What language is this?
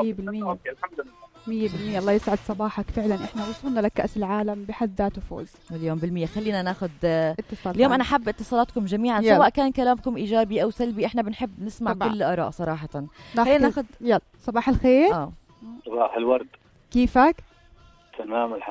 North Levantine Arabic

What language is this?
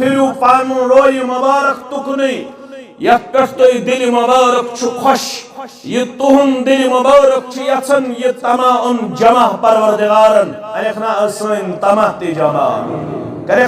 Kashmiri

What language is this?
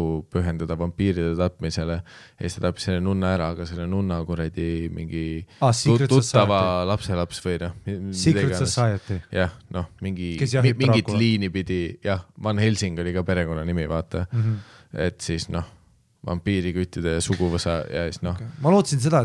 Estonian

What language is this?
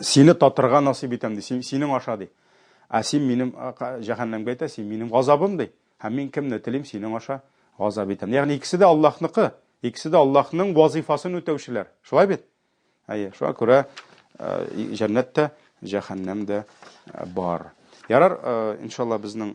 Tatar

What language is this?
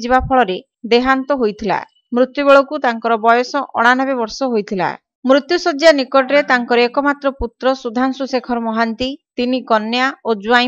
Odia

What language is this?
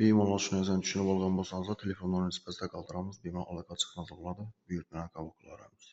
Uzbek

